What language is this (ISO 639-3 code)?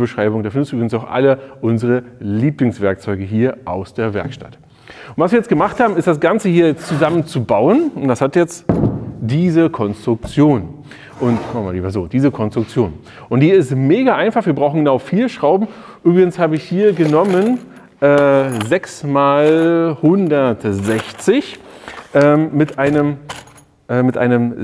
deu